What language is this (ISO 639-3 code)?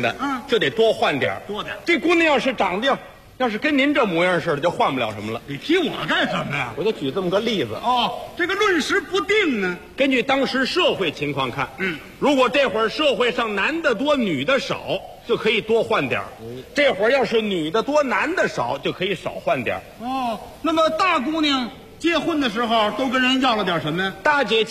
zho